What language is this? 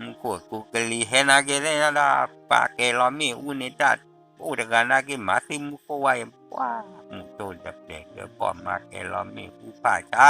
S'gaw Karen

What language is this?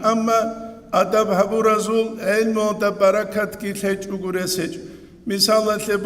Avaric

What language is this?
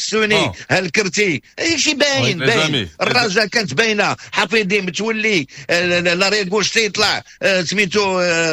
Moroccan Arabic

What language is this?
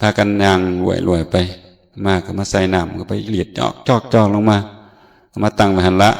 Northeastern Thai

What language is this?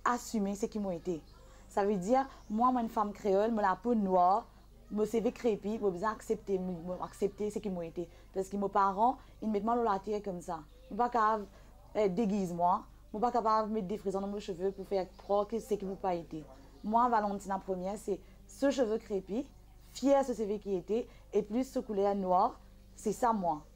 Morisyen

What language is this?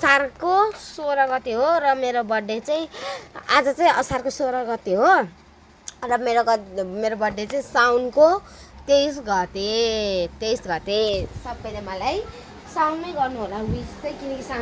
Nepali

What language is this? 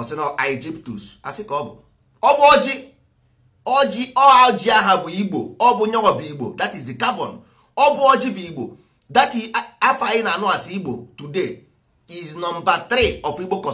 Igbo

